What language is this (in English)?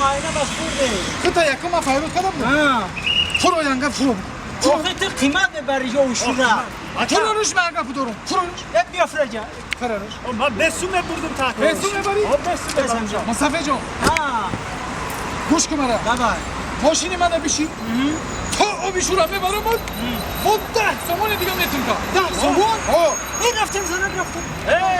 Tajik